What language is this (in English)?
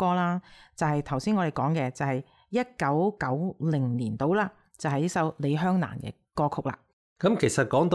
Cantonese